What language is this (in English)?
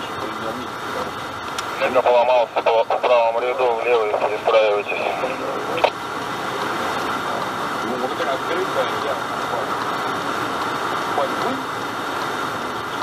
Russian